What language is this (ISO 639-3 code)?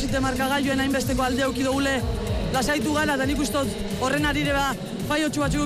eus